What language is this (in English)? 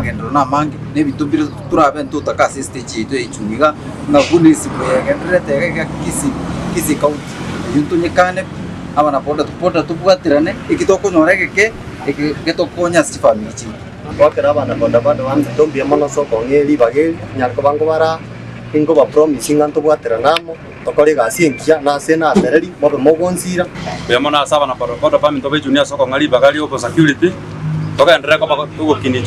Gusii